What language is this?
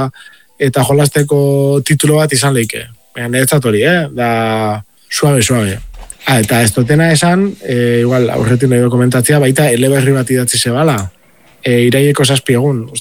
Basque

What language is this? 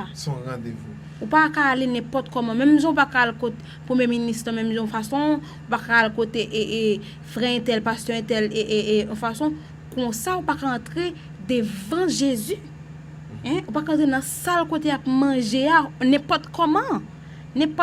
Haitian Creole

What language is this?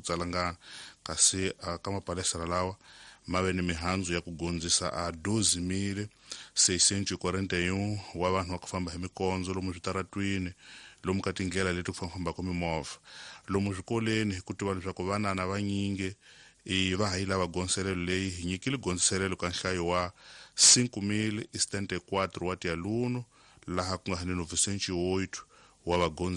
Tsonga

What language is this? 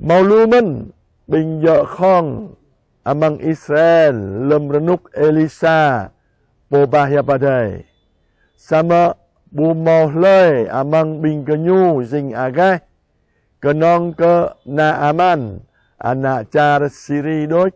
Jarai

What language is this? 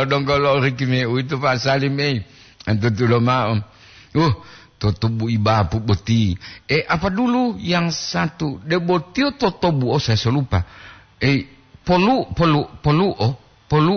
Gorontalo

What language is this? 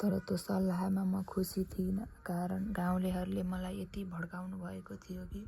Nepali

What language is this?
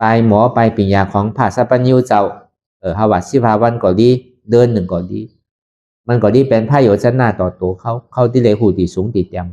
Shan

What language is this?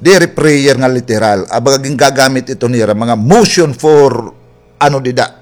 Waray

